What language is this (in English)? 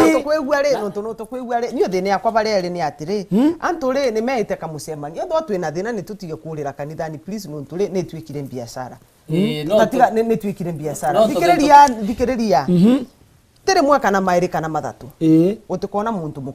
Meru